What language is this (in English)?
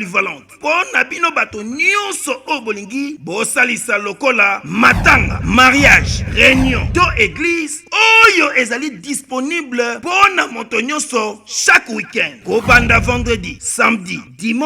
Lingala